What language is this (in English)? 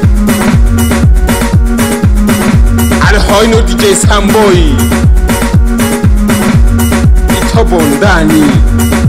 Swahili